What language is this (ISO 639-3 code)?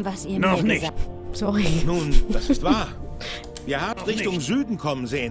gsw